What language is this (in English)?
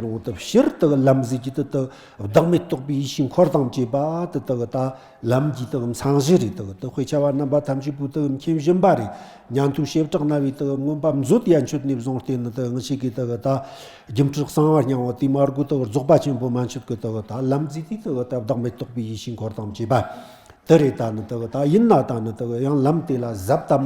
Tibetan